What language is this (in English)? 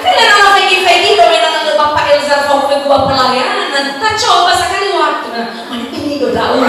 Nias